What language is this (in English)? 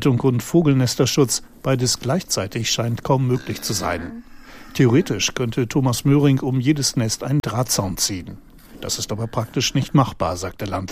German